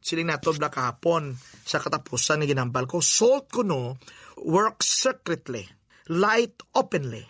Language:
Hiligaynon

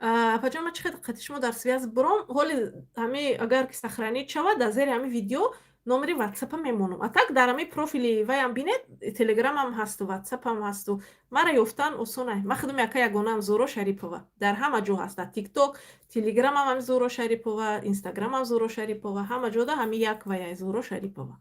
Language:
Tajik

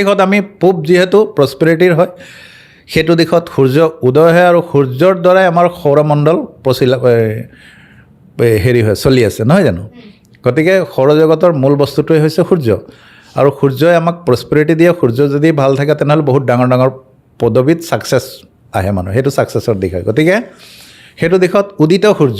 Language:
Assamese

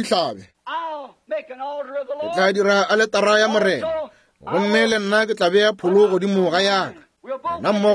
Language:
Northern Sotho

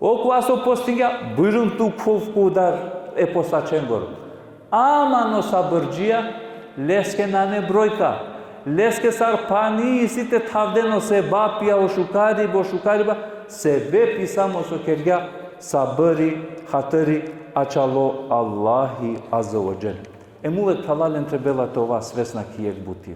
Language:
Balkan Romani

